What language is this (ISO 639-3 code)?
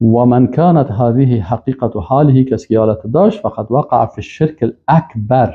fas